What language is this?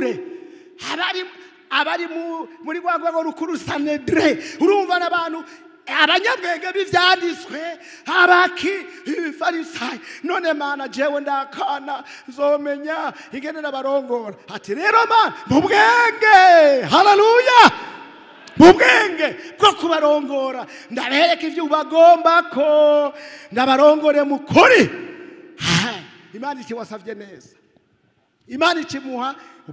Rundi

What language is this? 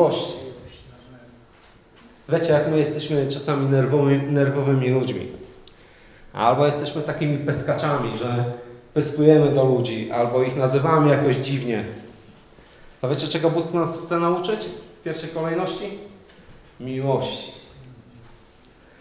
Polish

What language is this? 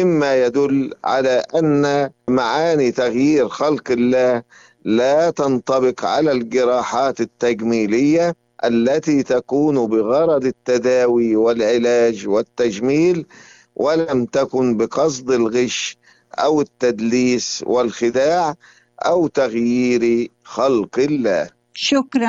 Arabic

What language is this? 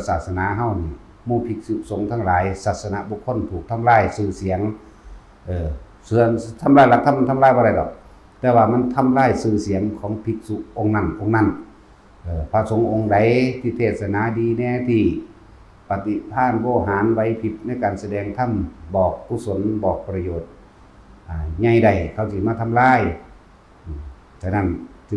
Northeastern Thai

